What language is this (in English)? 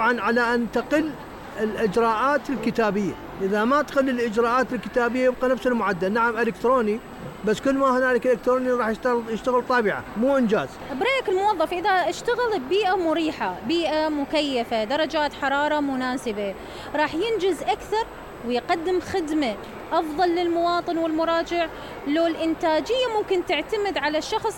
Mesopotamian Arabic